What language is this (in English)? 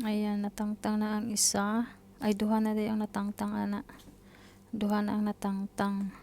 Cebuano